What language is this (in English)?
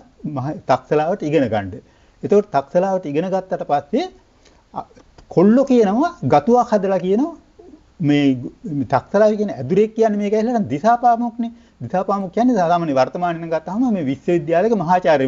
Sinhala